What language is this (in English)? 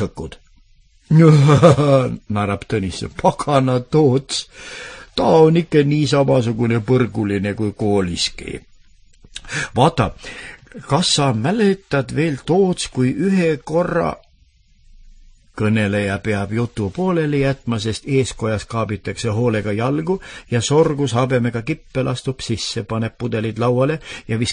Estonian